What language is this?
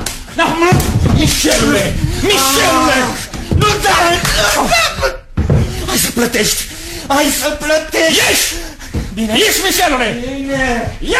Romanian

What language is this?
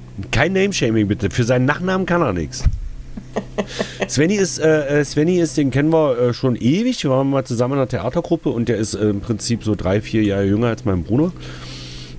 German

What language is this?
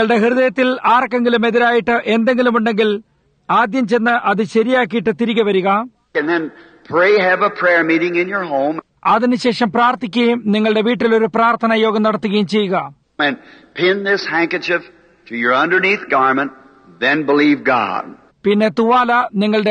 Malayalam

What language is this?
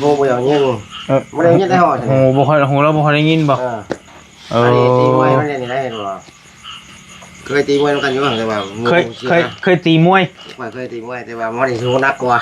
Northeastern Thai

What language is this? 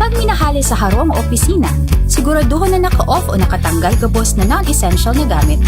Bikol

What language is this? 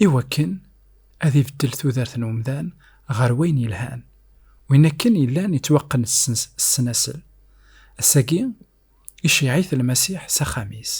Kabyle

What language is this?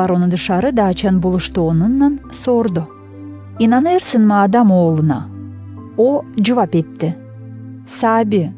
Gagauz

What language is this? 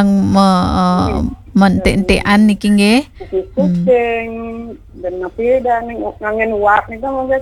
Balinese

